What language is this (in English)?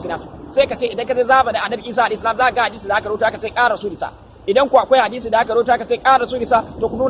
Hausa